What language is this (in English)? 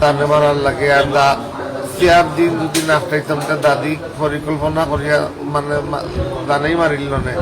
Sylheti